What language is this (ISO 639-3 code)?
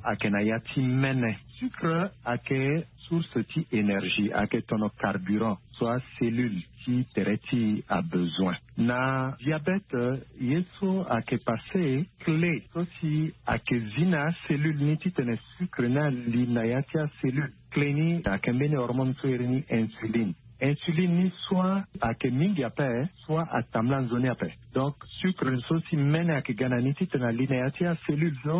sag